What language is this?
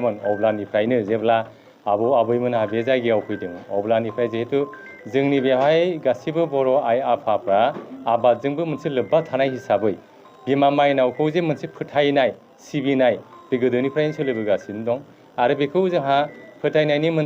Bodo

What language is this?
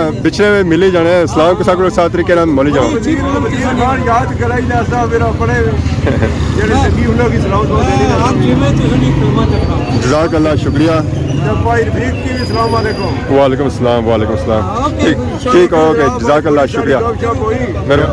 Pahari-Potwari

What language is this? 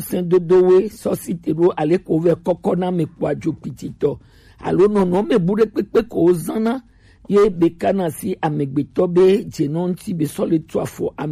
Gen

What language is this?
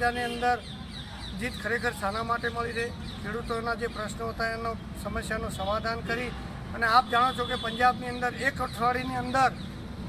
Gujarati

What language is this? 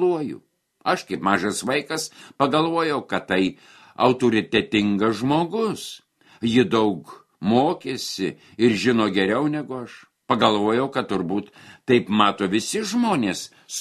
Lithuanian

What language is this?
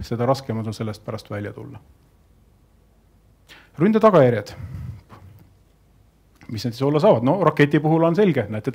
Estonian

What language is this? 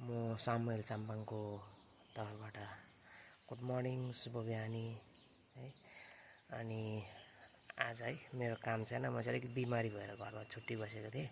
Nepali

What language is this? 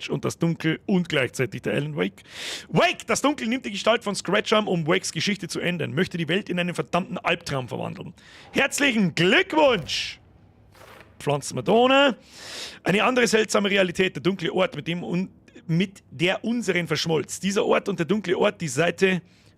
Bavarian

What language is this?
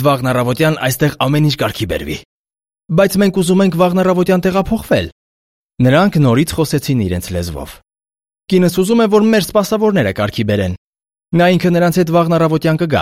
Armenian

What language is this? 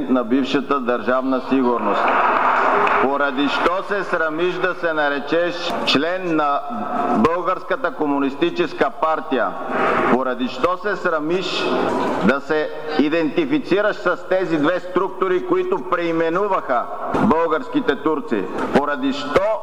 Bulgarian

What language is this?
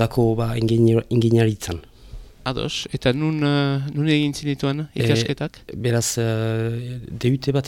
Basque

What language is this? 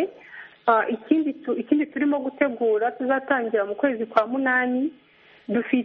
Kinyarwanda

